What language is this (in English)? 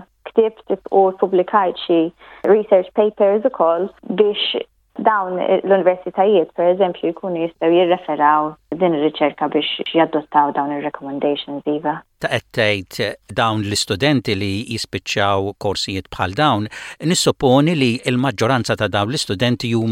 Maltese